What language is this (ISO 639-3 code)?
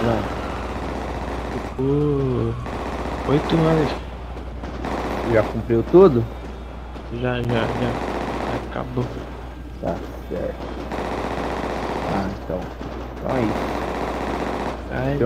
por